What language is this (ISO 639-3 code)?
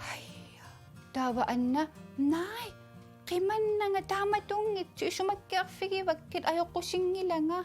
kal